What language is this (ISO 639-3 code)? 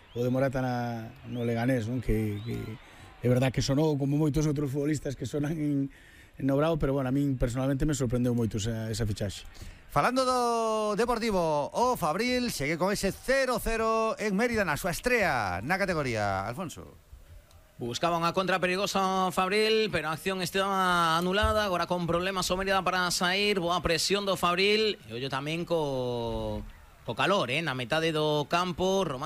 glg